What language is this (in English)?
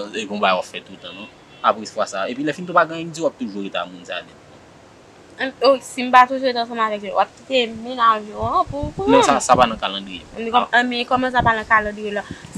Haitian Creole